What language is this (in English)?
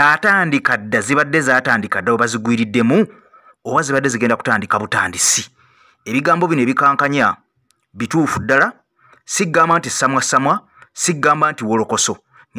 Ganda